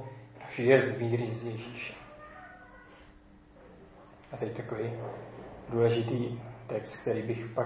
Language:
Czech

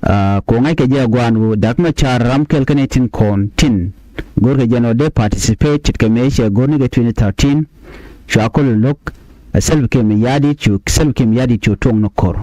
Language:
Nuer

